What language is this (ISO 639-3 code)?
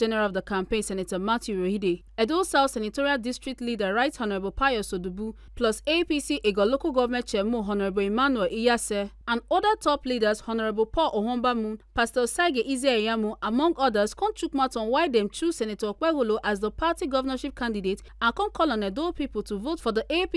pcm